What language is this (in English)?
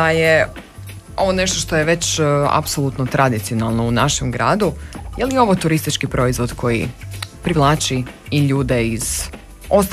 Croatian